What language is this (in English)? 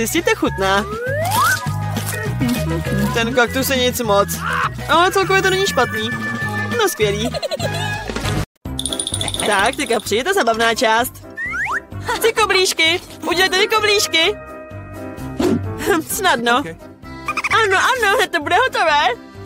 Czech